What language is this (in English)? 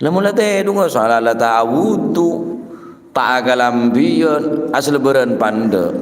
Madurese